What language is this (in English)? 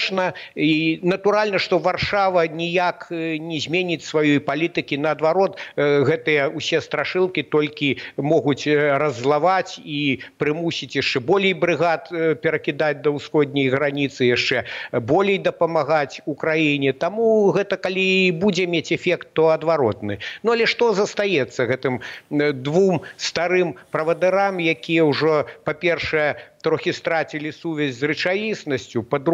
Belarusian